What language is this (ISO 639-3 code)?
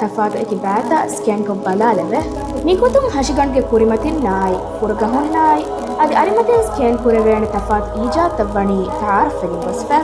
div